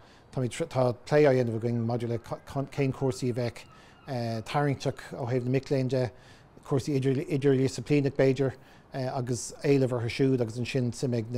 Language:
Irish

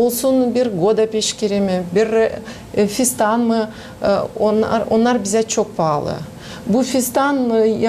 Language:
Gagauz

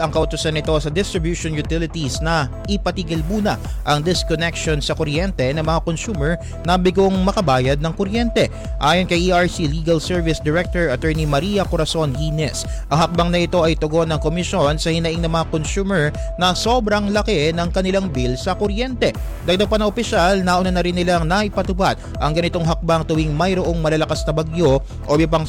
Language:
Filipino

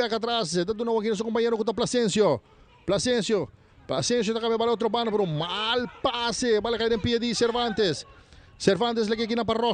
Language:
Papiamento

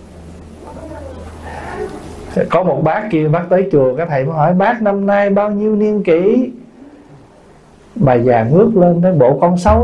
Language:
Vietnamese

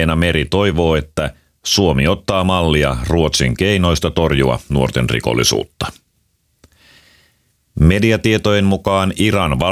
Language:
Finnish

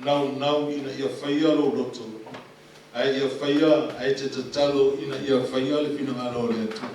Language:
Samoan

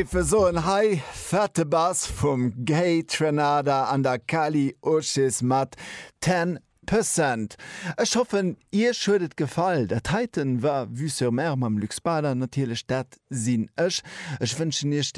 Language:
Luxembourgish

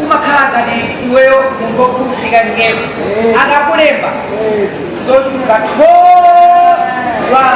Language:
Nyanja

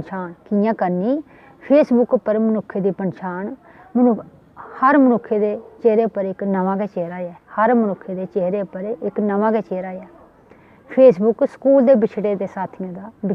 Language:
Dogri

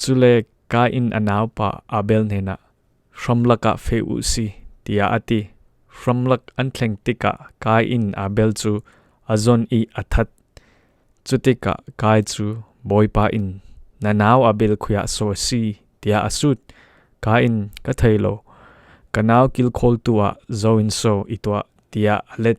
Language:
Falam Chin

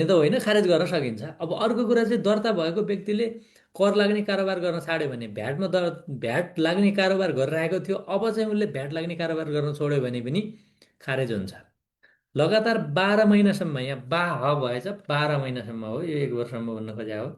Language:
Nepali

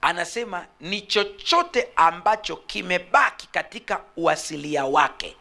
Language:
Swahili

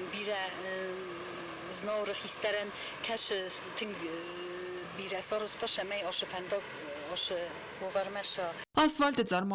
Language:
Ossetic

